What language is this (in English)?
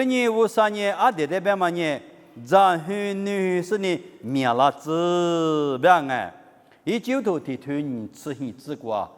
Lisu